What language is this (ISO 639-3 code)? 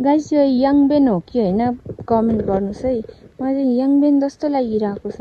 nep